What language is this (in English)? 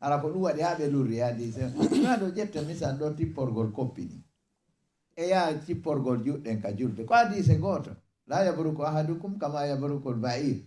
Fula